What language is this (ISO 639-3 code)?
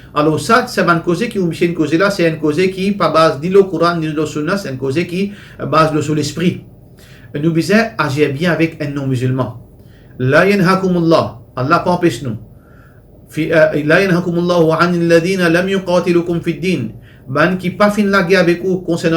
mfe